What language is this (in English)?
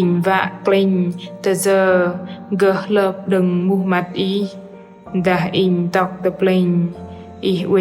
Bahnar